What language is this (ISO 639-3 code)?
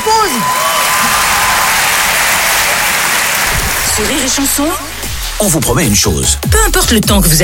fra